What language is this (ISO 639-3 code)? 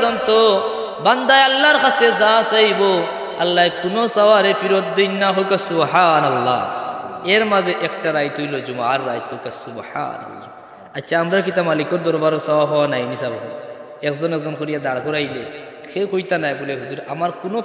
syl